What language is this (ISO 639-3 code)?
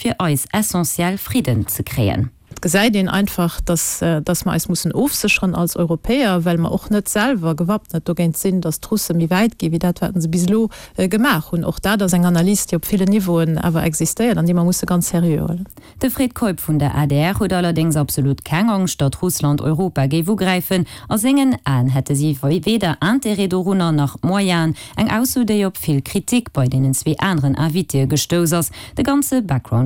ltz